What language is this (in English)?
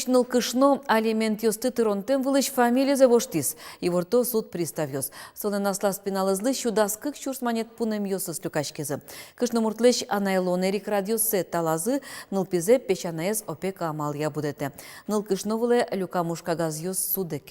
Udmurt